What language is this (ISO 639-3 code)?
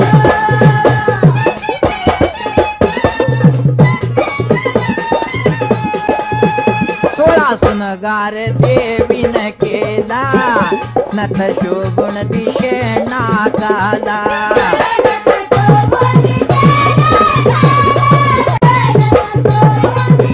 mar